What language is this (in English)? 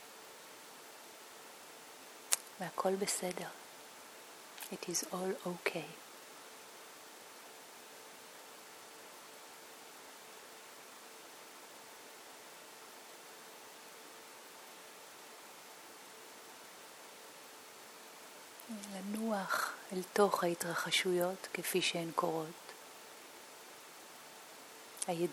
Hebrew